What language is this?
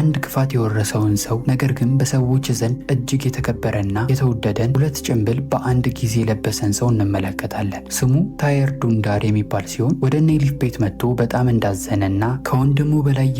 Amharic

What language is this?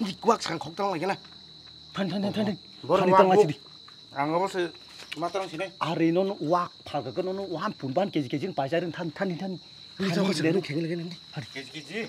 Kok Borok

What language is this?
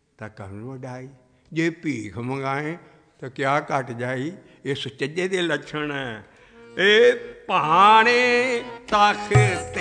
Punjabi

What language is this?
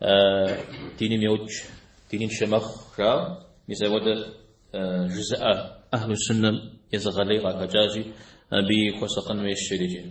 Kabardian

